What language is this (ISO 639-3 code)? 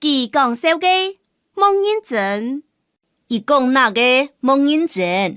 hak